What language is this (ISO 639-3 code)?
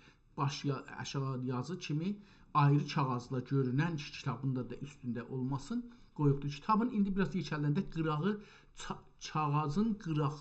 azb